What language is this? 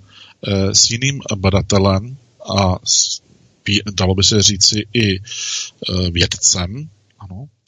Czech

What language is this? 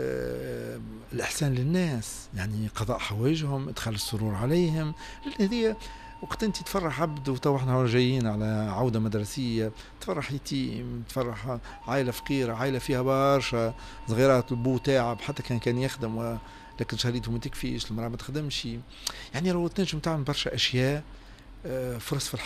Tunisian Arabic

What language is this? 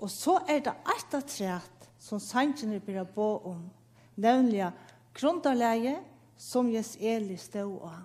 Faroese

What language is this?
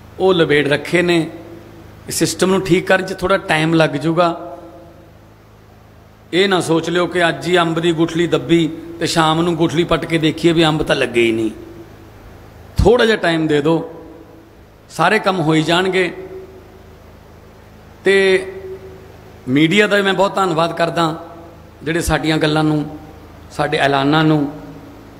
Punjabi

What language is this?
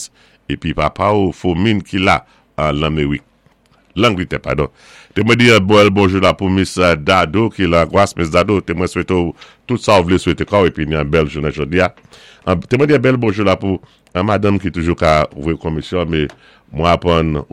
Saint Lucian Creole French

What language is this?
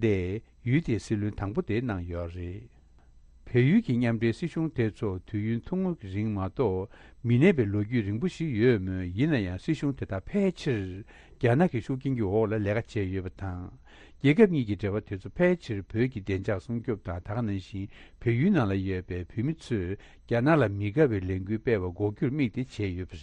Tibetan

